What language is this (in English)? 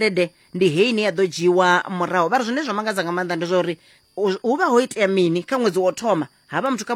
Venda